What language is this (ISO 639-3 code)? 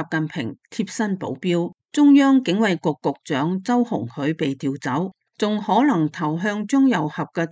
yue